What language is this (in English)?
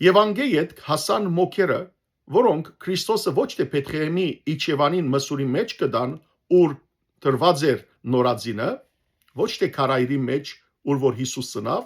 Western Armenian